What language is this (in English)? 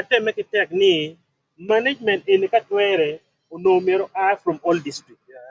Acoli